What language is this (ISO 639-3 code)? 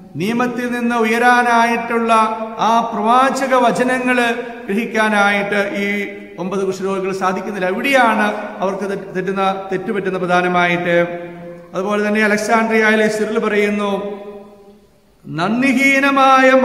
mal